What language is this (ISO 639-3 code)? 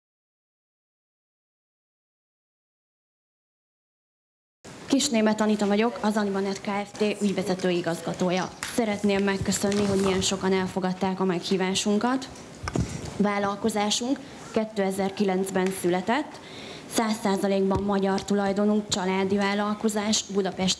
hun